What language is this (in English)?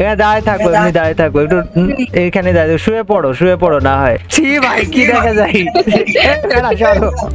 Bangla